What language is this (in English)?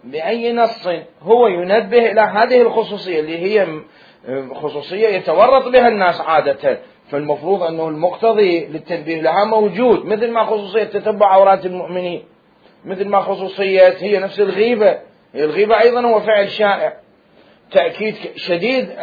Mesopotamian Arabic